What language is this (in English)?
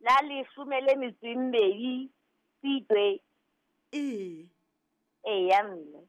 Southern Sotho